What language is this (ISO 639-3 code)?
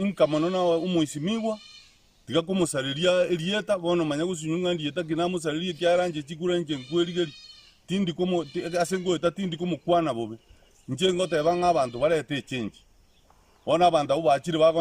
guz